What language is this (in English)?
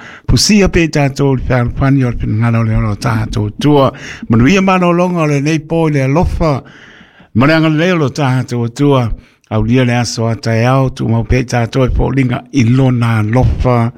Samoan